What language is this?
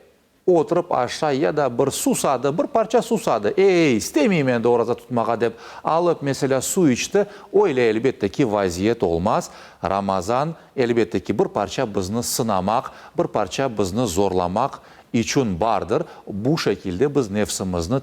Crimean Tatar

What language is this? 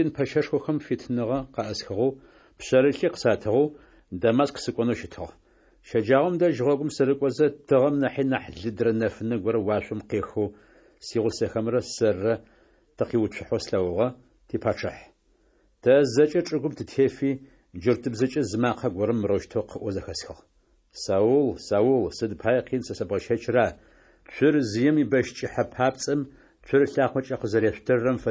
Adyghe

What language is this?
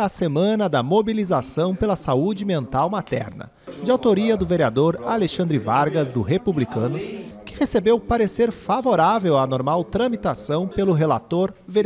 Portuguese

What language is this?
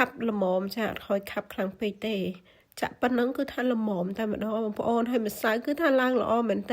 Khmer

